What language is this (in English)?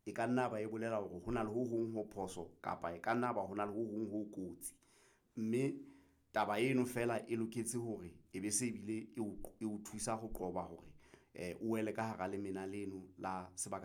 Southern Sotho